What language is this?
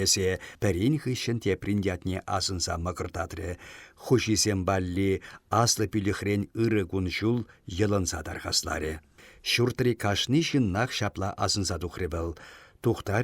Chuvash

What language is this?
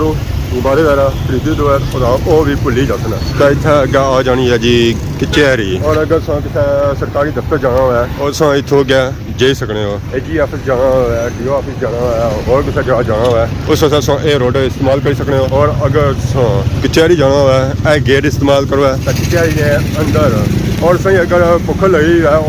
Pahari-Potwari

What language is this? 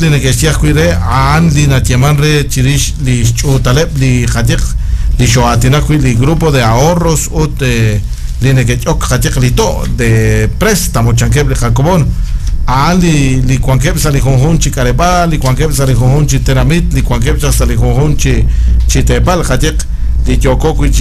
Kekchí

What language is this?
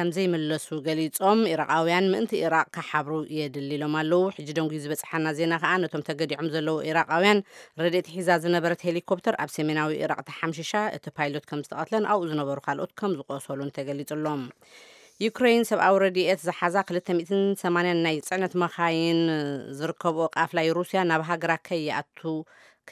Tigrinya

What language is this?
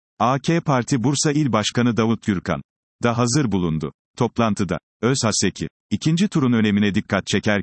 Turkish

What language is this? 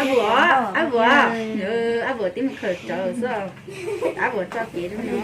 Hmong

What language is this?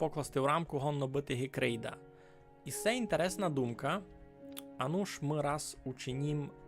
Rusyn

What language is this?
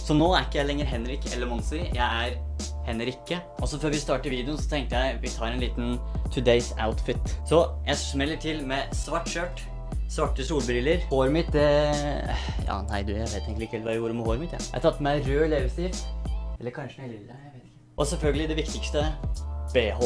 Norwegian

